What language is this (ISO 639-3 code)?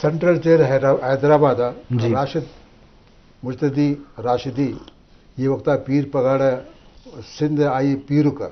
bgp